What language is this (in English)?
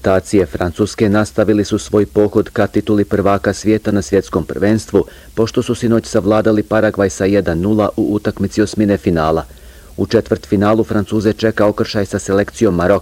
Bosnian